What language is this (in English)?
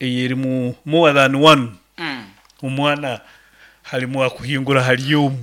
Nyankole